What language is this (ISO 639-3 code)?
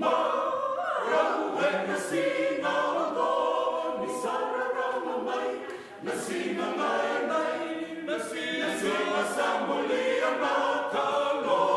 fij